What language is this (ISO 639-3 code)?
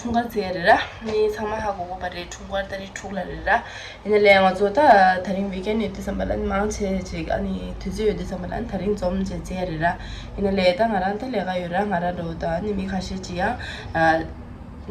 bod